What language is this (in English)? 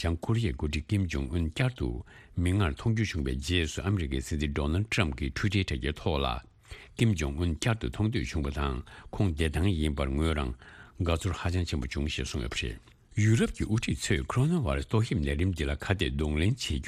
Tibetan